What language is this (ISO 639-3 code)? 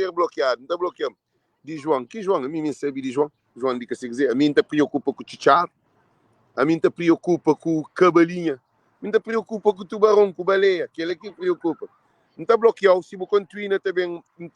kea